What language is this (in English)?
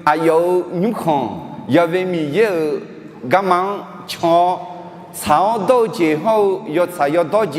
Akha